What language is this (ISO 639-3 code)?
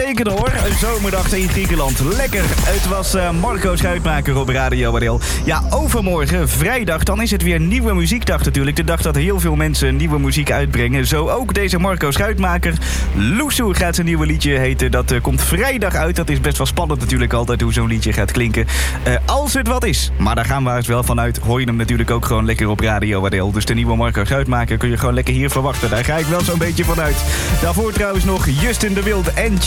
nld